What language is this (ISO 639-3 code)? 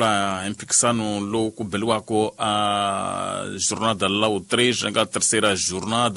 tso